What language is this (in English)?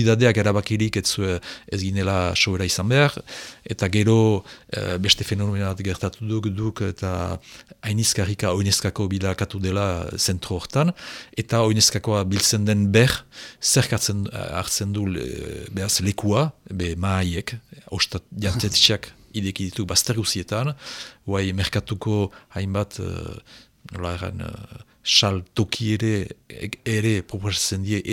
Basque